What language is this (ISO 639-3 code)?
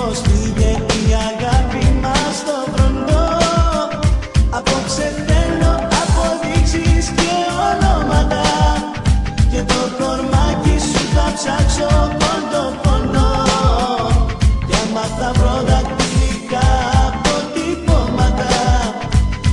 ell